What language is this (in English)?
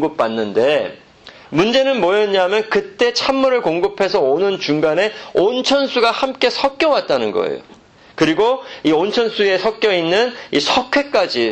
Korean